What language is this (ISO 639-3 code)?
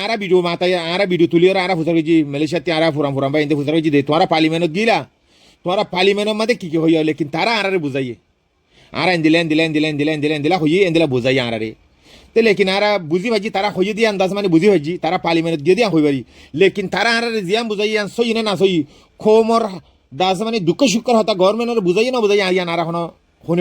rhg